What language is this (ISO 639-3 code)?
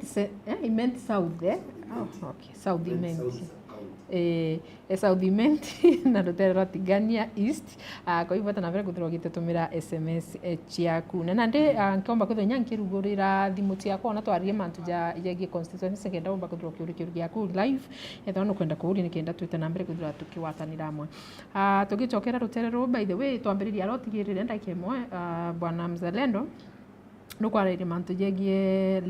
mer